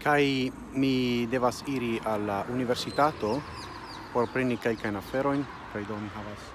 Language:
Esperanto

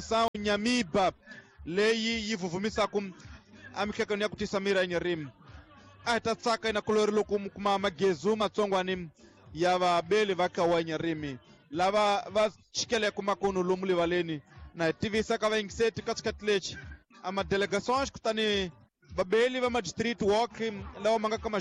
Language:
Tsonga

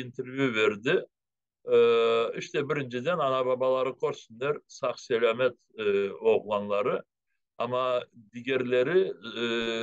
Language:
Crimean Tatar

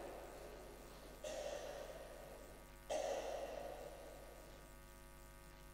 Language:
Romanian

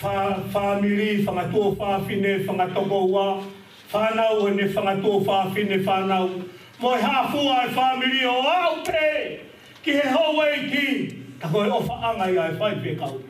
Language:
Tongan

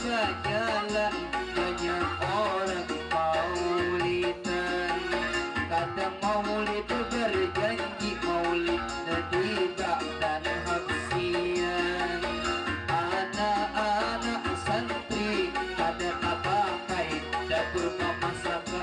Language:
Banjar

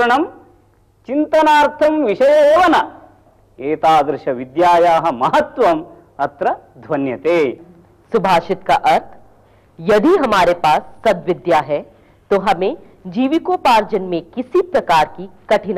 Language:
Sanskrit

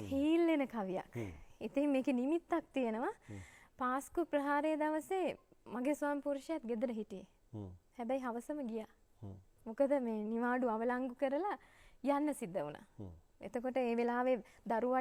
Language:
Sinhala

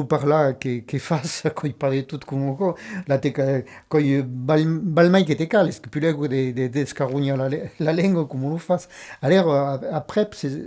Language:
Occitan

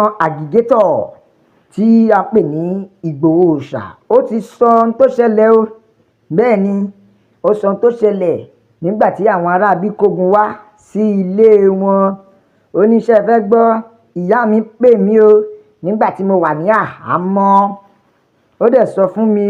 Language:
Yoruba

